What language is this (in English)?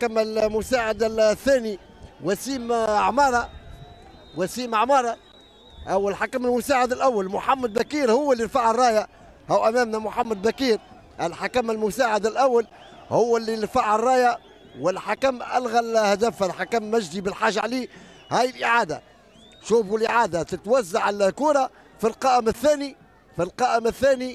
Tunisian Arabic